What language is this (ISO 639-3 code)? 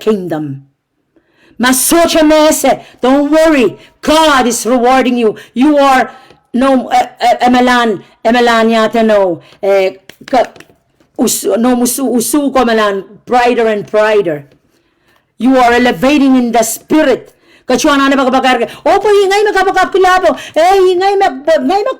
pon